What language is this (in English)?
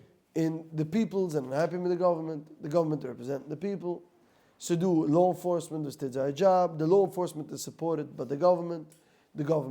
Yiddish